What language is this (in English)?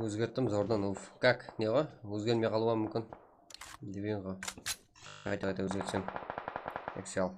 Kara-Kalpak